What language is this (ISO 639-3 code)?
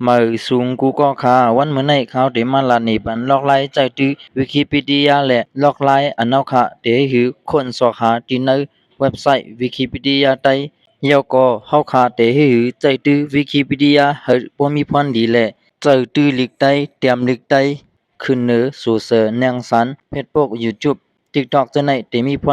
shn